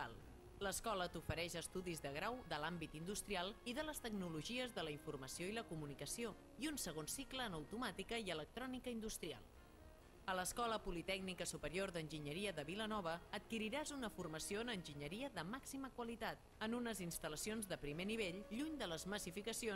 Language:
Catalan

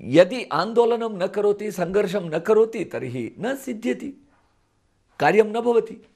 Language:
Sanskrit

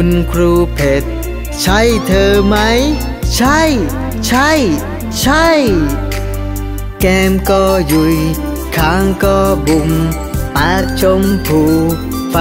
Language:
Thai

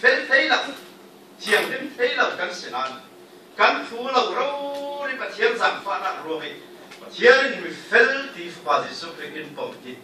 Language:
Falam Chin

